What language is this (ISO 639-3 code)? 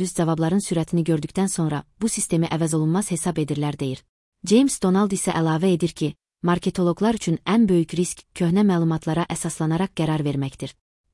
aze